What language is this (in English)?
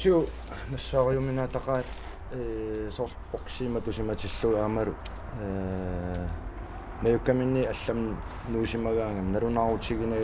Kalaallisut